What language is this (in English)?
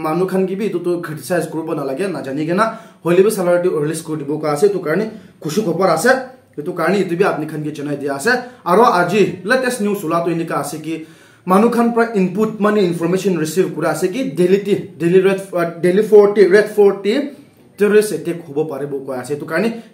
Naga Pidgin